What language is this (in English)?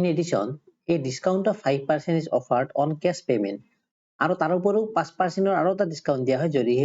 Assamese